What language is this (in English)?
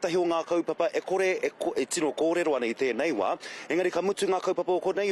Māori